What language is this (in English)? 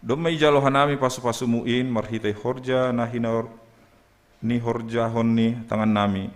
Batak Simalungun